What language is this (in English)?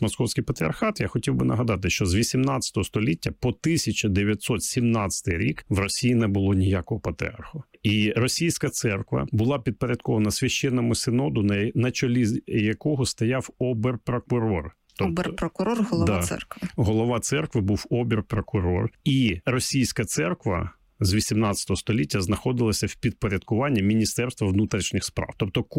Ukrainian